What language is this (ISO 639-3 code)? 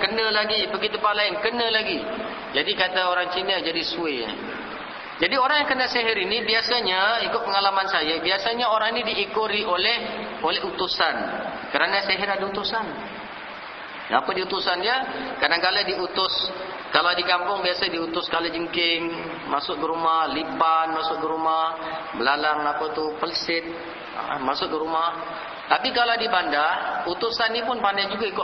msa